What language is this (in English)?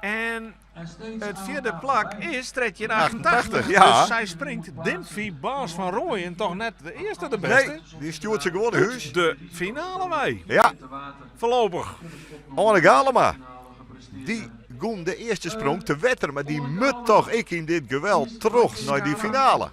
Western Frisian